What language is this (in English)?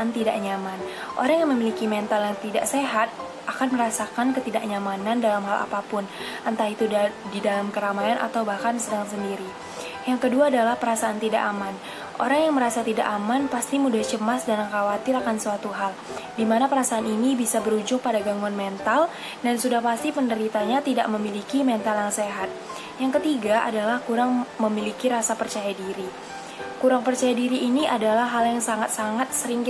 Indonesian